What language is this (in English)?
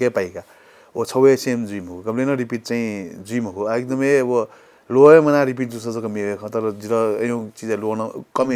Newari